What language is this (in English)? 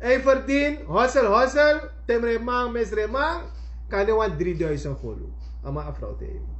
Sranan Tongo